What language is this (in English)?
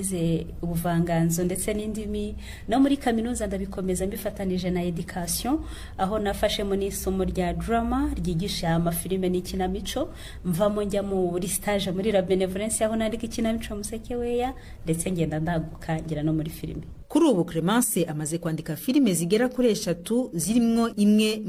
Rundi